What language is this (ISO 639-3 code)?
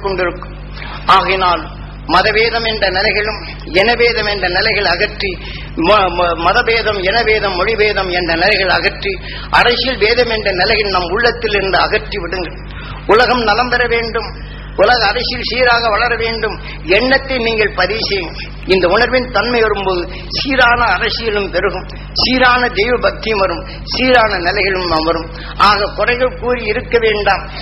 tam